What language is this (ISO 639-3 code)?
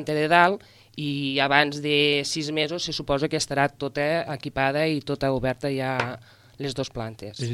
cat